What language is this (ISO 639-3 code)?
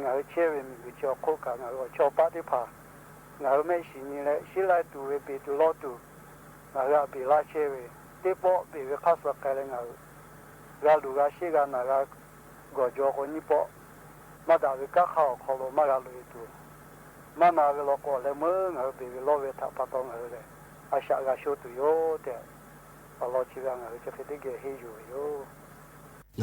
lhu